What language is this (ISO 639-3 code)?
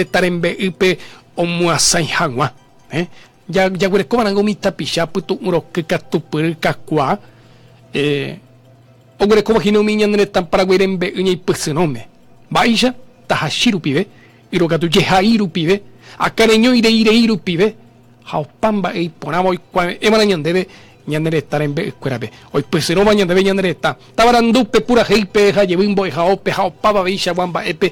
grn